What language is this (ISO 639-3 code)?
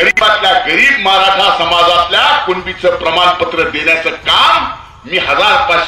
mar